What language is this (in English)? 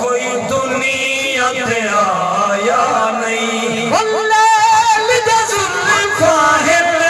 Saraiki